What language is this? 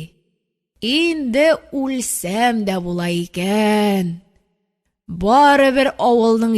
Tatar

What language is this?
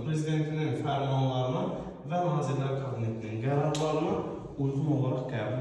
Azerbaijani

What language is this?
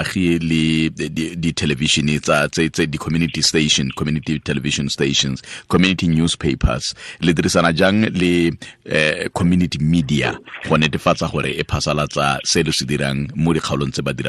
Tswana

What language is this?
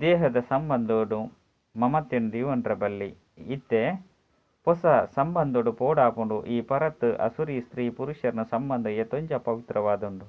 Tulu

